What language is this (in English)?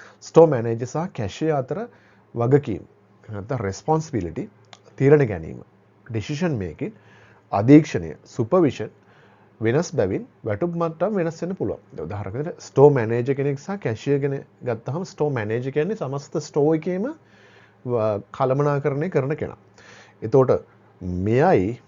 Sinhala